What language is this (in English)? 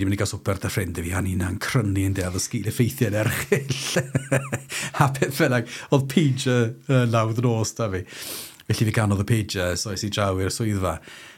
Welsh